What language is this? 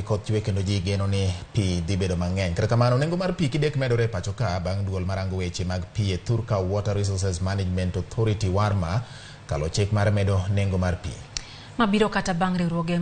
Luo (Kenya and Tanzania)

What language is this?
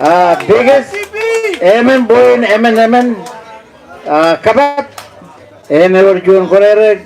Marshallese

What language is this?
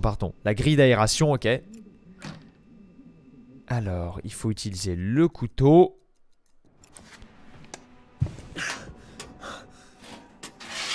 French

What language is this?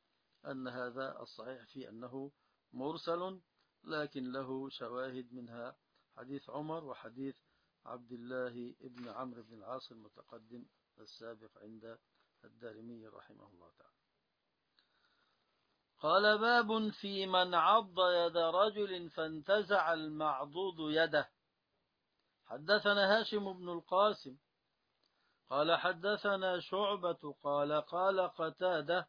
Arabic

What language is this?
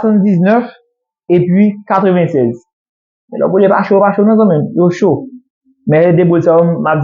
Haitian Creole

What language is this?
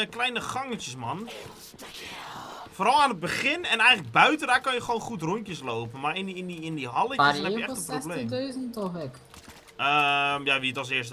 Dutch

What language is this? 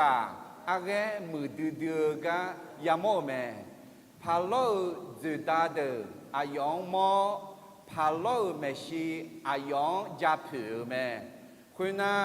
Akha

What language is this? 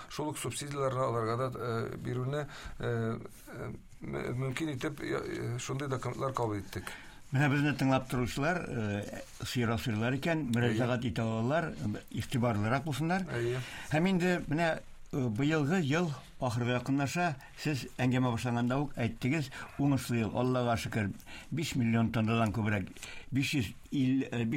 Tatar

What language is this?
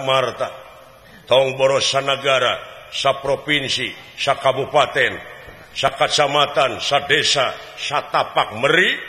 Sundanese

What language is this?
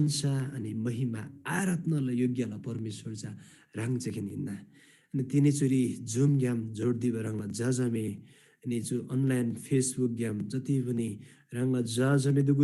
Eastern Tamang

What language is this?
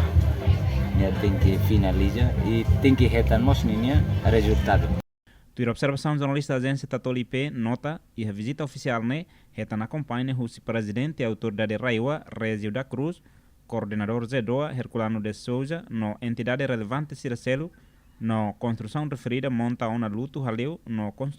Tetum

